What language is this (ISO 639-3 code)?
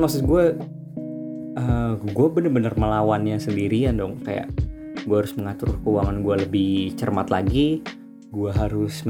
ind